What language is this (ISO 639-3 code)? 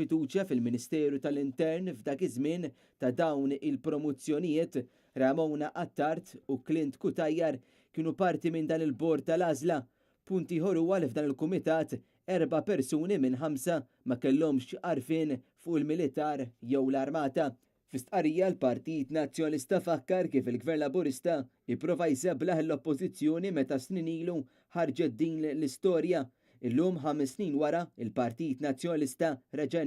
mlt